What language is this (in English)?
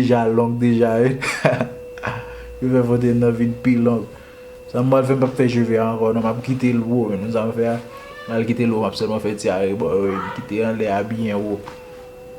Haitian Creole